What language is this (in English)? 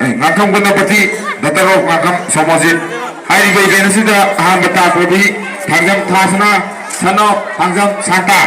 Manipuri